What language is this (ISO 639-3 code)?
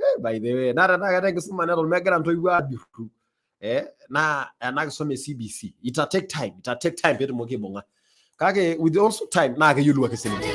mas